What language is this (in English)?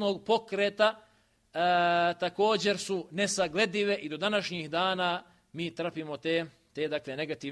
Bosnian